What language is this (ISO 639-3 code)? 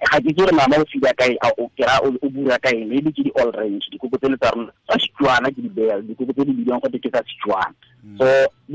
tsn